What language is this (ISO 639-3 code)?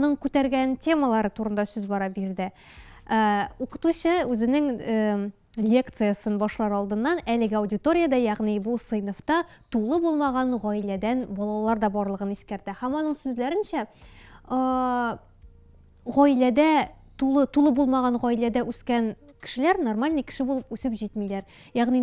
tat